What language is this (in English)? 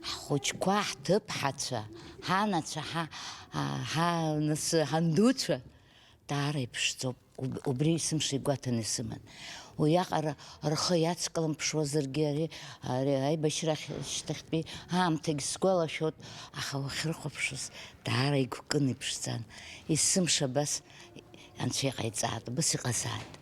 Abkhazian